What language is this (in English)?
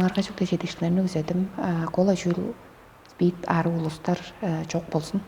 Tuvinian